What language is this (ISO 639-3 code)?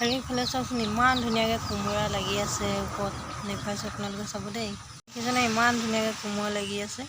asm